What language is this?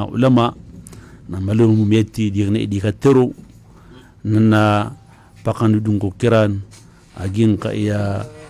Maranao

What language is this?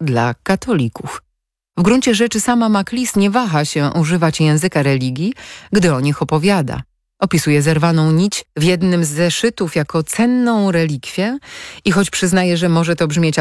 Polish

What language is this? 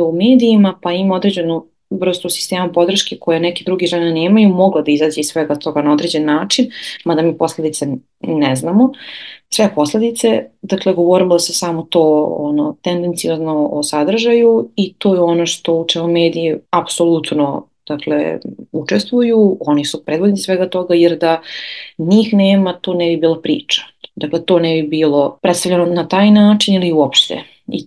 Serbian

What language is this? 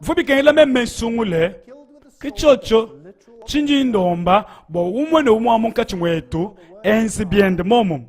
Luba-Lulua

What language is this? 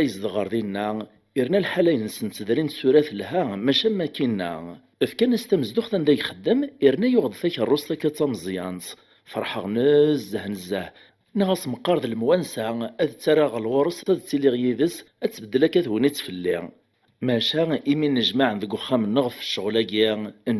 Kabyle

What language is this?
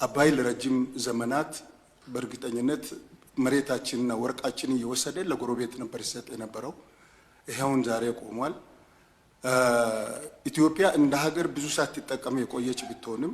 Amharic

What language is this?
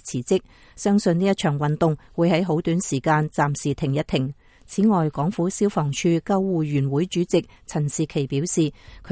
Cantonese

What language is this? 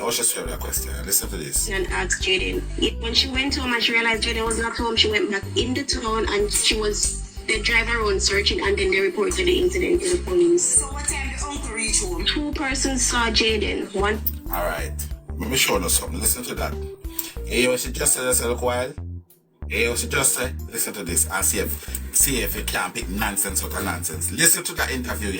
Jamaican Creole English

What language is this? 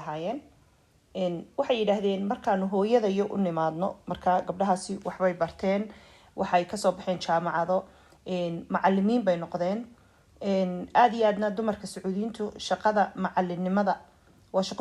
Somali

